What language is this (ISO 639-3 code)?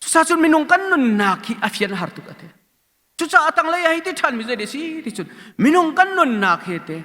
cnh